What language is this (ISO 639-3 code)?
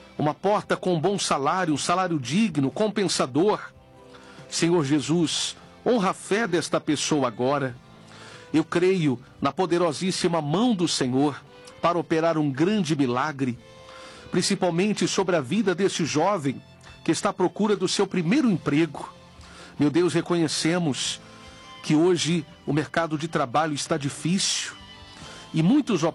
por